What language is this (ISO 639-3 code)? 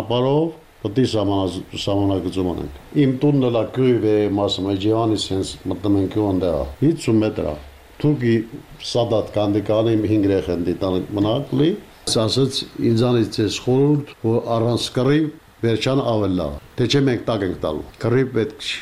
hye